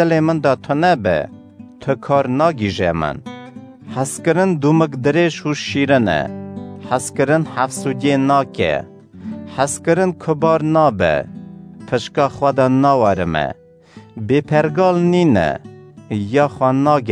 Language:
Kurdish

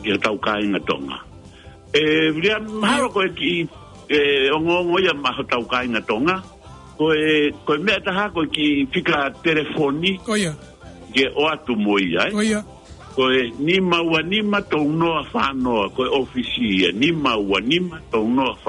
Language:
Tongan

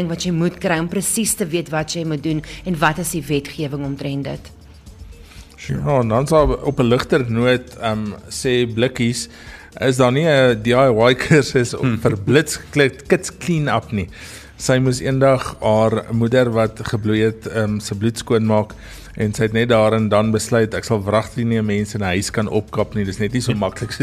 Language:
Afrikaans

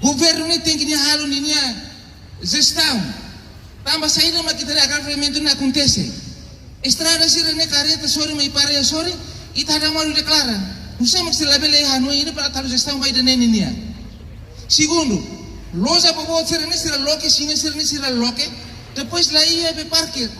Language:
Tetum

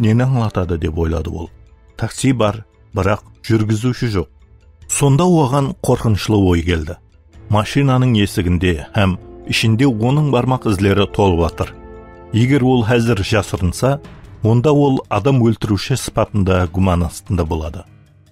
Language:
Kara-Kalpak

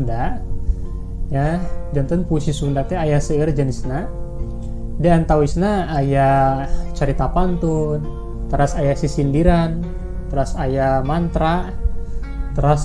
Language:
Sundanese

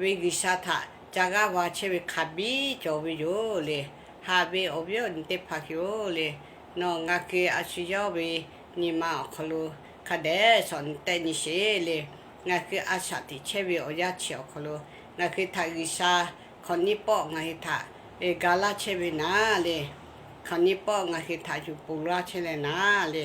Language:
Lahu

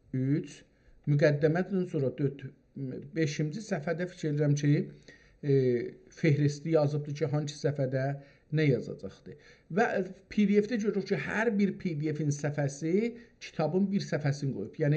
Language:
South Azerbaijani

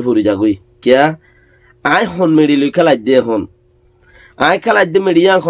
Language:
Rohingya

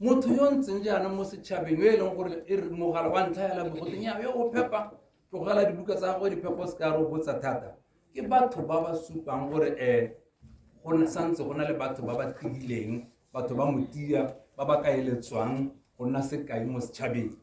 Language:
Tswana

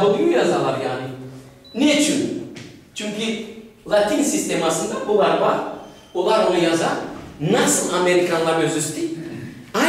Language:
Crimean Tatar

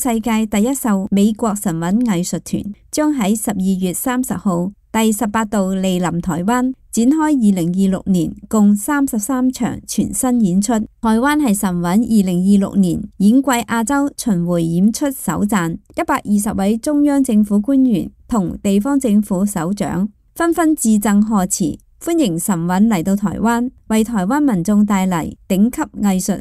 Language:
Cantonese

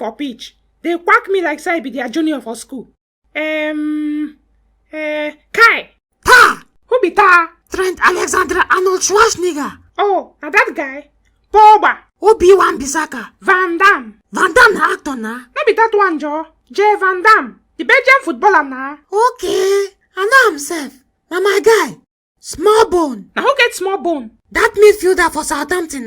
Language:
Nigerian Pidgin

